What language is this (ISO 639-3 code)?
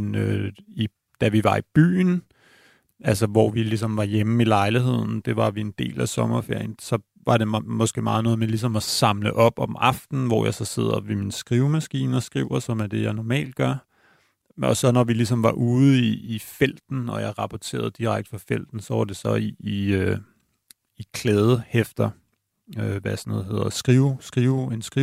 dan